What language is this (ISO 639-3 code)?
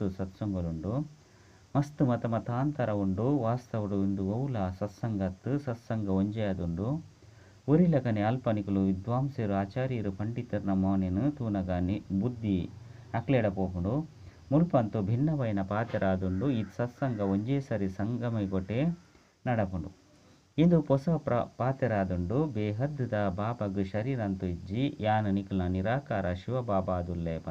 tcy